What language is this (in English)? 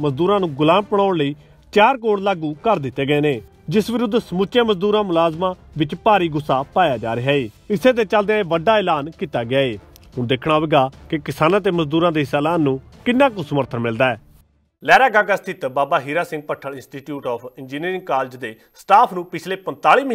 Punjabi